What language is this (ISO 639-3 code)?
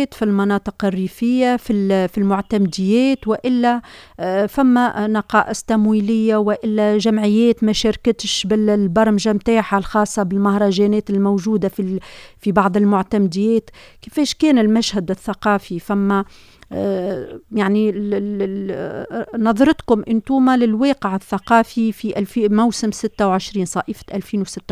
aeb